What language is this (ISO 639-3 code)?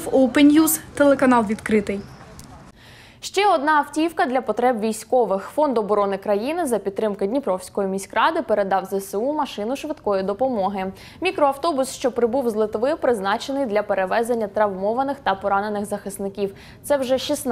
ukr